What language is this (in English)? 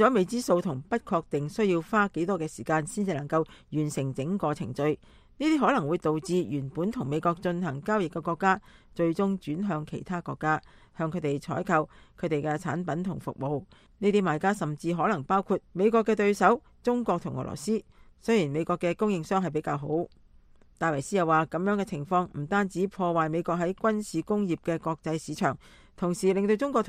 Cantonese